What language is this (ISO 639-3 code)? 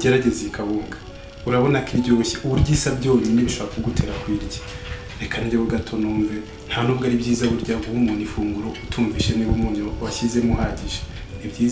kin